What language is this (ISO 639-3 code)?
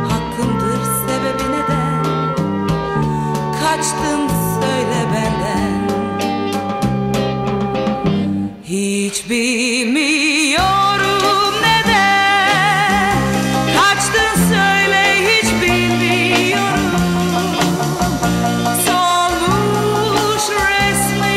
tur